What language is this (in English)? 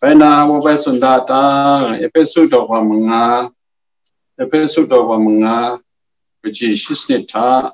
Kachin